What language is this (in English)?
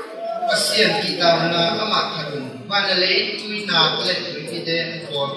Tedim Chin